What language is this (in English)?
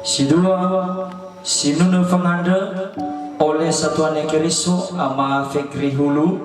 Nias